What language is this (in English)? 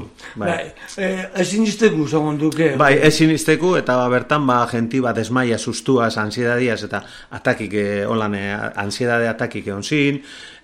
Basque